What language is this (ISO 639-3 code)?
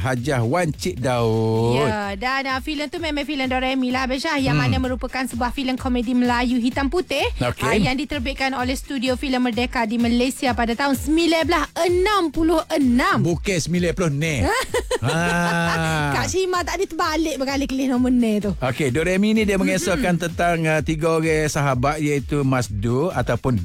msa